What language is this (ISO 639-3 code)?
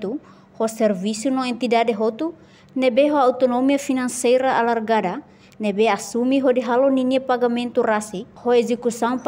tet